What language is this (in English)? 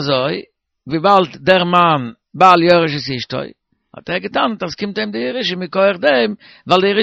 Yiddish